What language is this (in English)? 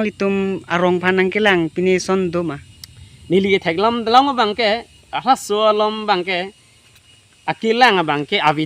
Karbi